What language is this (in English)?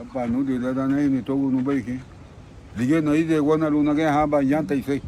Garifuna